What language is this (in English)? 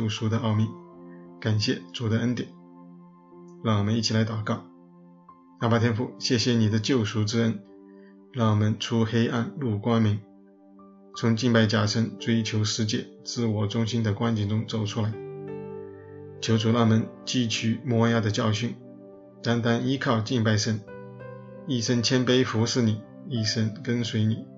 Chinese